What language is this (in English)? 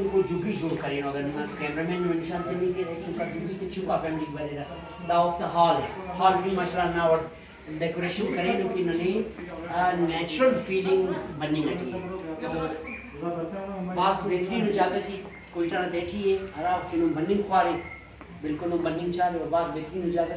Brahui